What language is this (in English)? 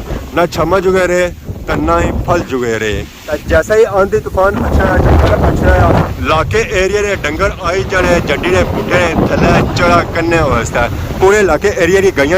Pahari-Potwari